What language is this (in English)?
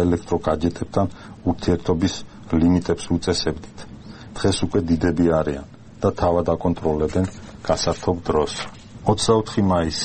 Georgian